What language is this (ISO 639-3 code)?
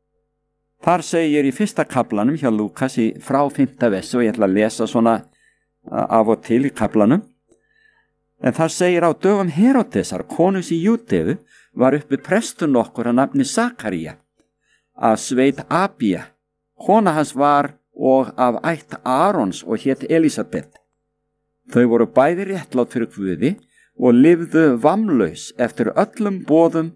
isl